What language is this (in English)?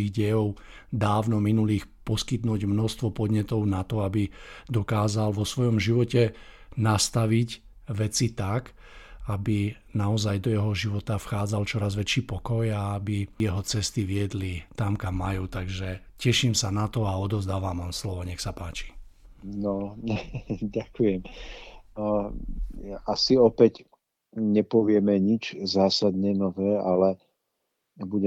Slovak